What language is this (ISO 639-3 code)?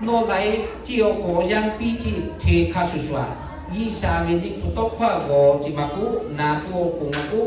lhu